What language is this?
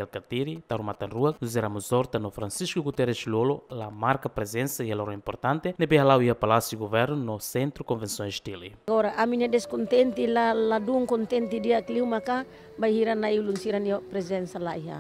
Tetum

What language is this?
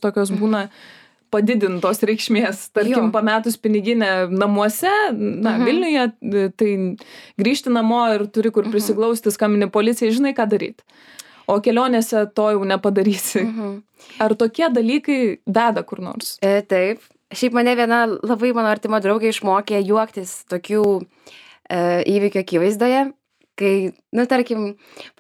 Lithuanian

